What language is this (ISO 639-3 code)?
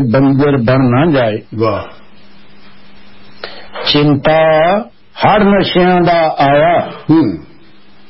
pan